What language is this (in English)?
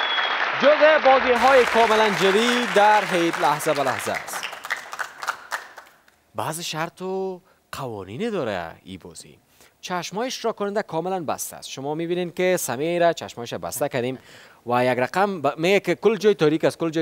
Persian